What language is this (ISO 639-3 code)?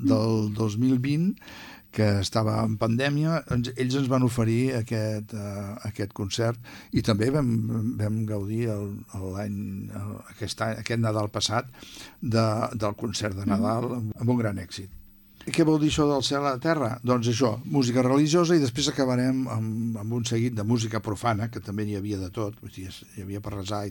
cat